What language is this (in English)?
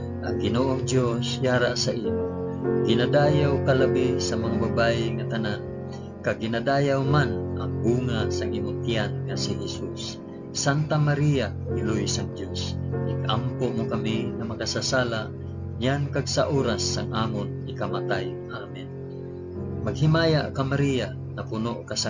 Hiligaynon